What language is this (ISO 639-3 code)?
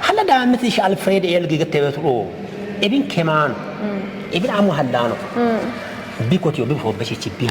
kbr